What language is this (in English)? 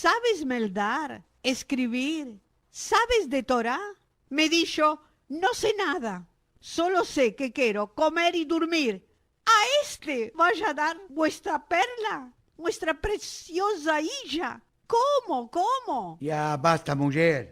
Ladino